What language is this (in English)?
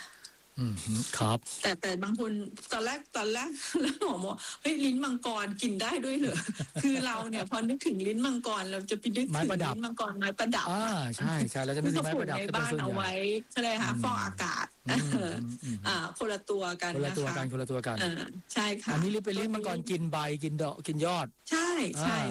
Thai